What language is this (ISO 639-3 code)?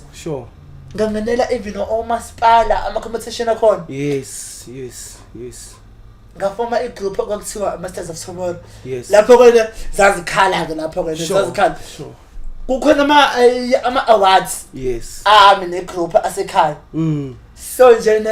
zul